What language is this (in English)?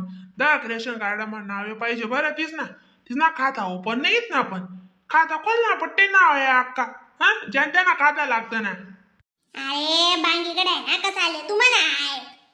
Khandesi